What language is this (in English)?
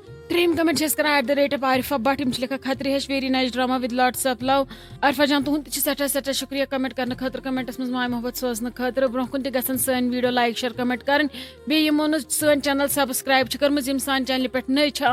Kashmiri